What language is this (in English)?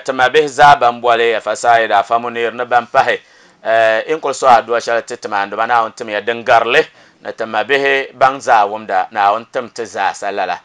Dagbani